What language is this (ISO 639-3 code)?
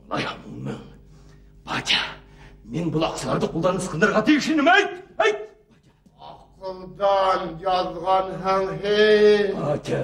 bak